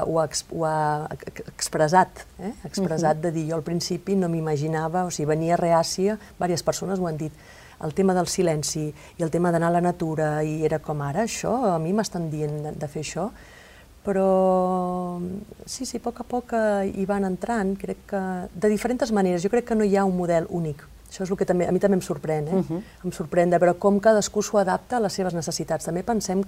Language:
Catalan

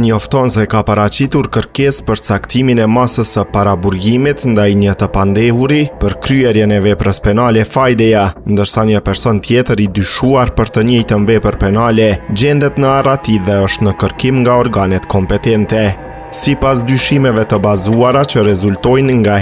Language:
Albanian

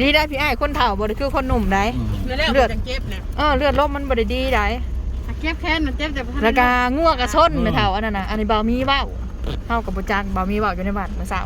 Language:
Northeastern Thai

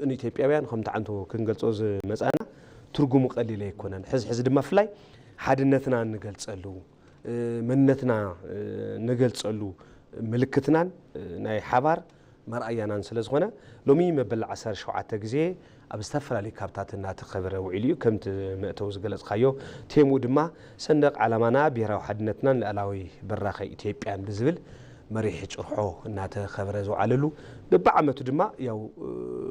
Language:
Tigrinya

